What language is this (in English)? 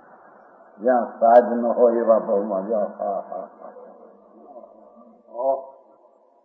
Gujarati